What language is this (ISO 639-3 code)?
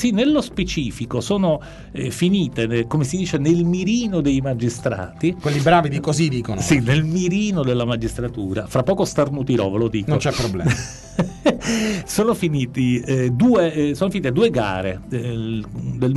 ita